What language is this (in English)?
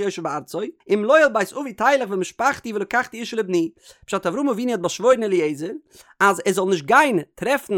Yiddish